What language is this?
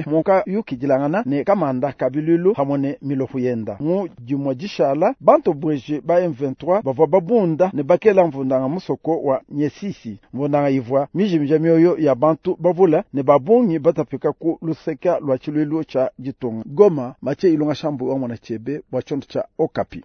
Luba-Lulua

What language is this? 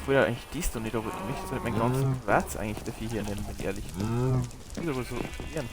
Bavarian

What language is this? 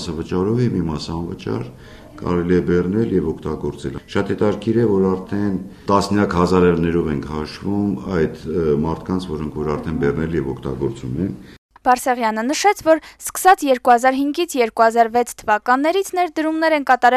Armenian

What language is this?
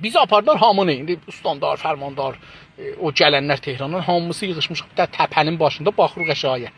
South Azerbaijani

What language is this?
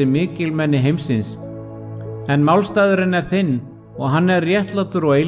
Icelandic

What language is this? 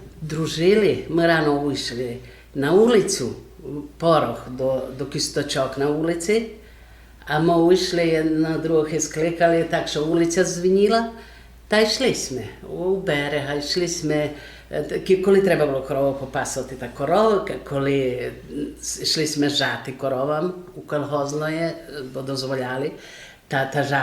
Rusyn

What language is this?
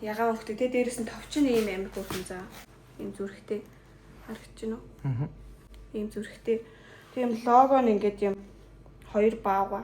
Mongolian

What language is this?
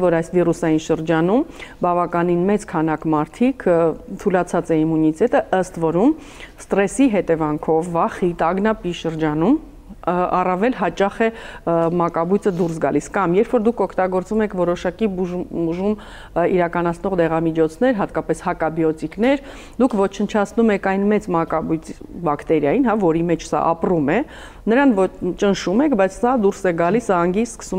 Armenian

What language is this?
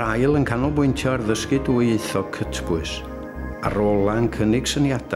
Welsh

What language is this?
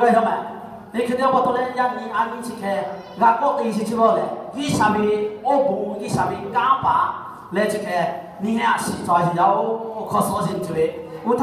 Lahu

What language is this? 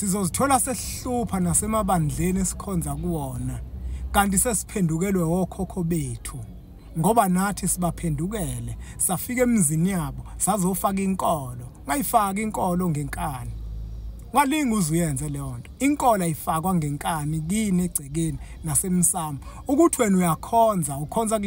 Zulu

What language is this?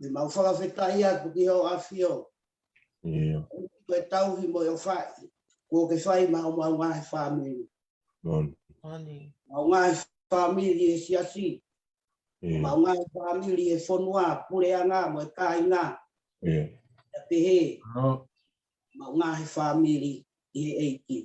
Tongan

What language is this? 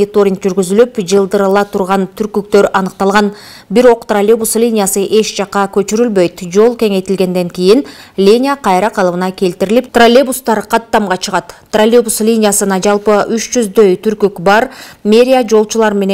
Kyrgyz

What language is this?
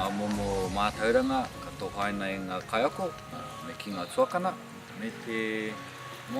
Māori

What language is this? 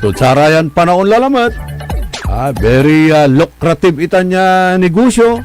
Pangasinan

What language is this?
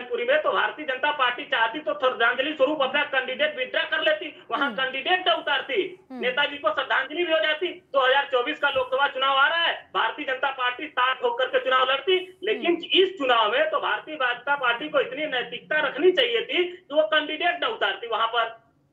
Hindi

